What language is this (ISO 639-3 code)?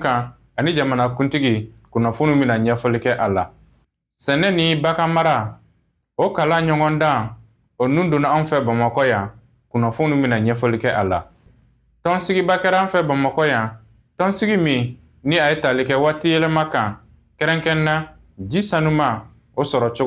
bam